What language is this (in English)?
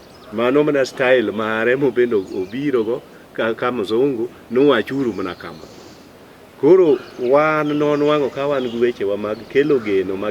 Luo (Kenya and Tanzania)